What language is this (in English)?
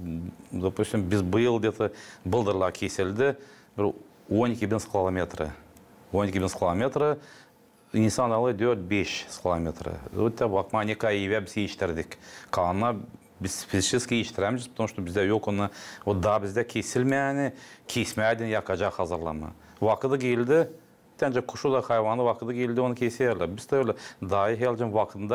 Gagauz